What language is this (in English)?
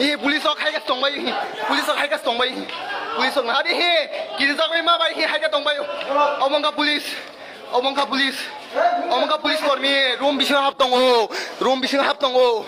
Kok Borok